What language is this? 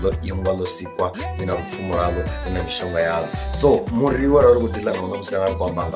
Venda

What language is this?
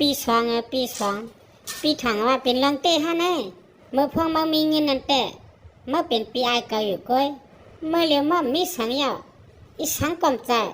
Shan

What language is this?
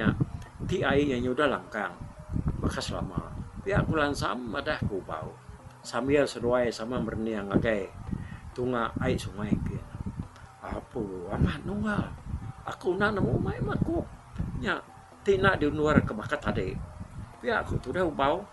Iban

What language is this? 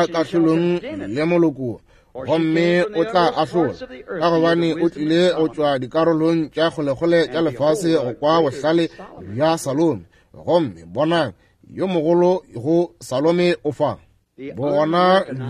Northern Sotho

